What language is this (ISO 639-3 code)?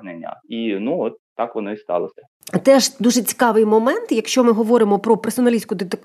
ukr